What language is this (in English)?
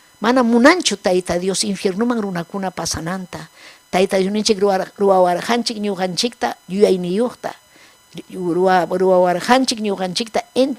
Ayacucho Quechua